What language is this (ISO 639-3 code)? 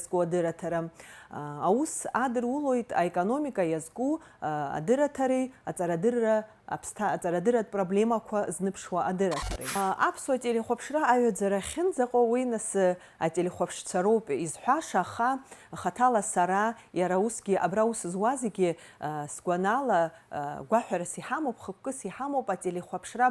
abk